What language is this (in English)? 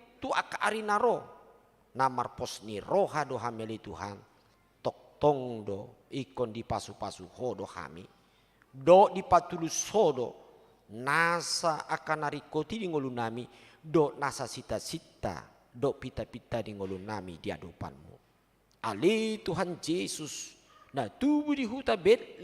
Batak Toba